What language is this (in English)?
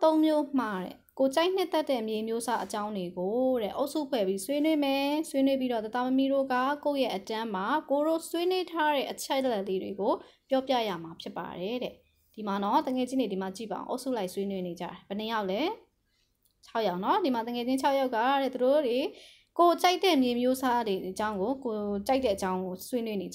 Burmese